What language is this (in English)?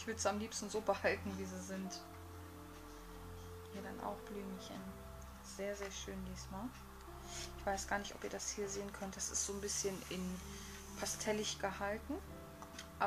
German